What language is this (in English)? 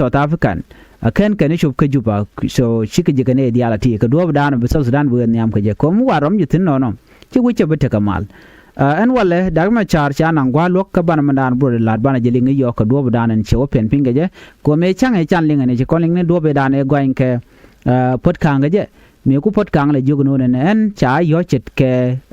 Nuer